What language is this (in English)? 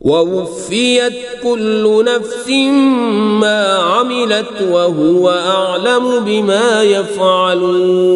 Kashmiri